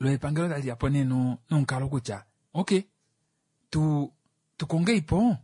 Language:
Kuanyama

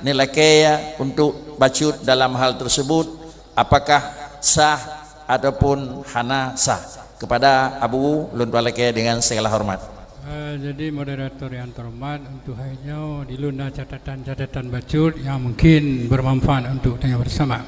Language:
Achinese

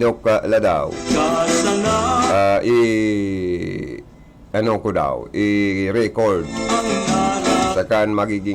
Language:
Bikol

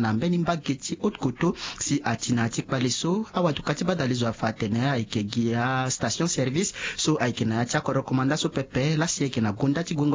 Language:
Sango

